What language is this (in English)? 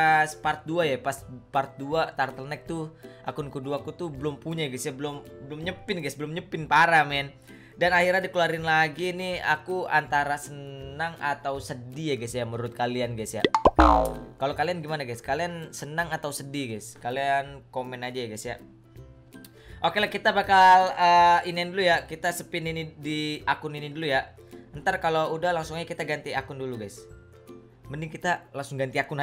Indonesian